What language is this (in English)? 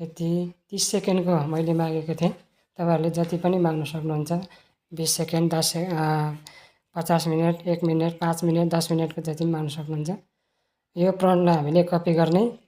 Nepali